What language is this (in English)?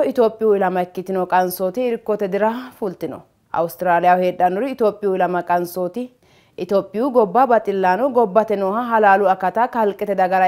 Sidamo